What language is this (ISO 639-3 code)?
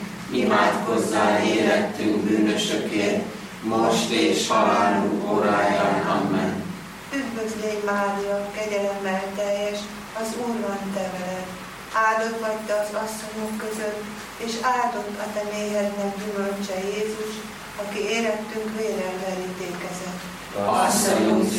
hun